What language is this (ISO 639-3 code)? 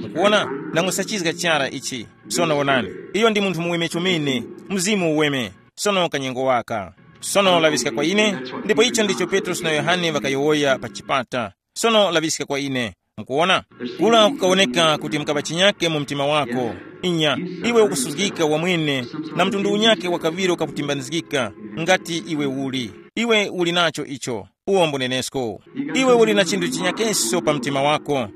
tum